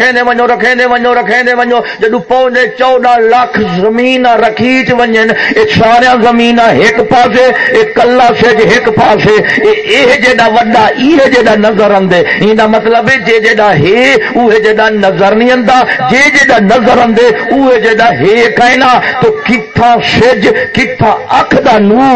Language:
Saraiki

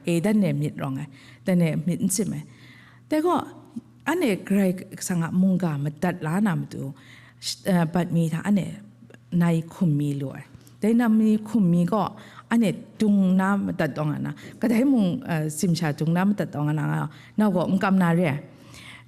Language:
Kachin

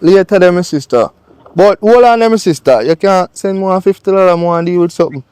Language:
Jamaican Creole English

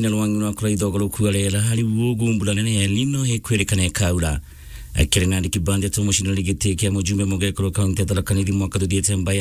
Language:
Meru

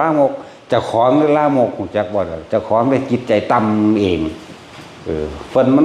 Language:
Northeastern Thai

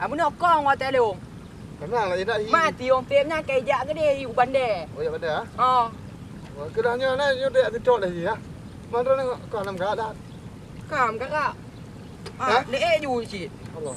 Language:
Achinese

